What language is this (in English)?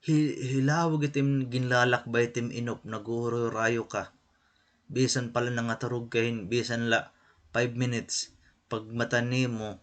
Waray